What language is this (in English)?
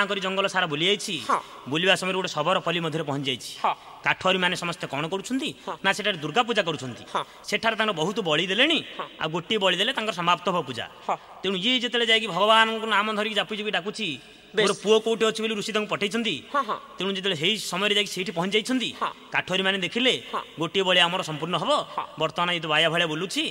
Odia